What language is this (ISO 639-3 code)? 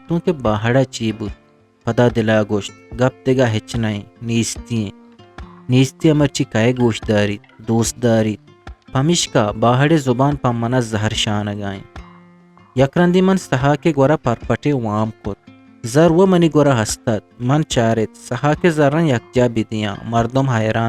bgp